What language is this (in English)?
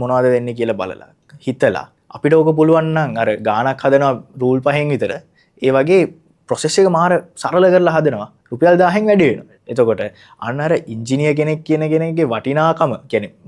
Sinhala